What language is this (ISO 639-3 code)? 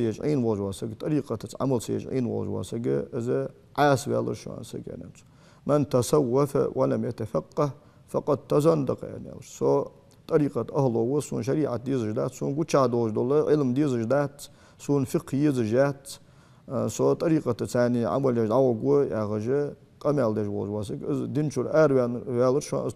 inh